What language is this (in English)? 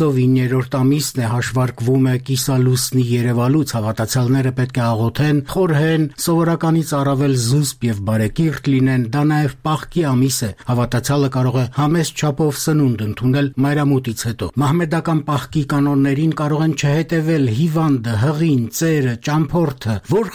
Armenian